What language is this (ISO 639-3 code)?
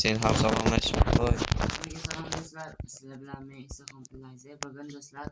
uzb